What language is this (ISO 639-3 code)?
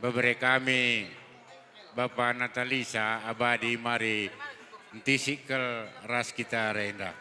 btx